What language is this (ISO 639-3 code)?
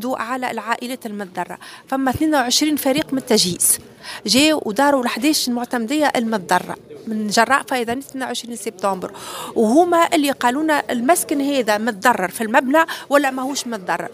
aeb